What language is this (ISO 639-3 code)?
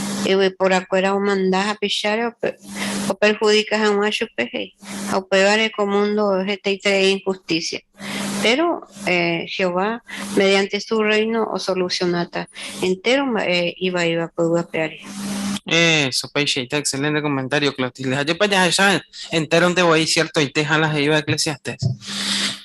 grn